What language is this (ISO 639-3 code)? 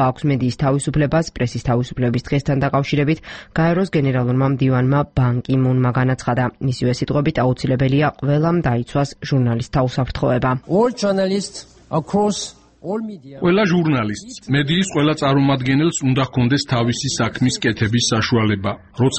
kat